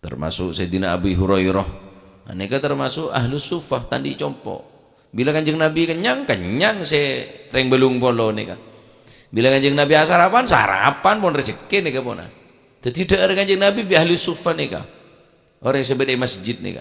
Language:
Madurese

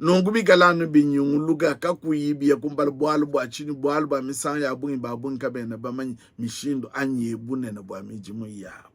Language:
Luba-Lulua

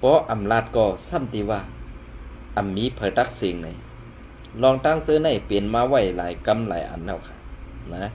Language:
Shan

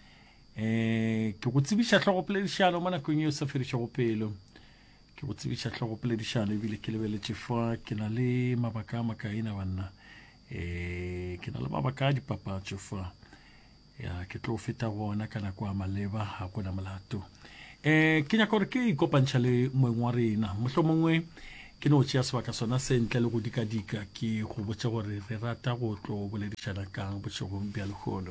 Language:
Northern Sotho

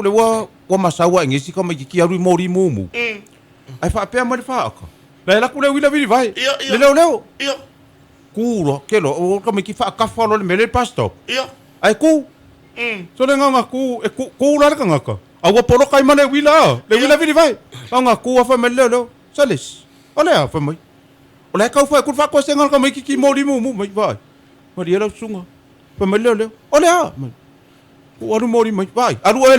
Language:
Samoan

